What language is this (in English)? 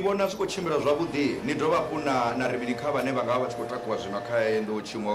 Venda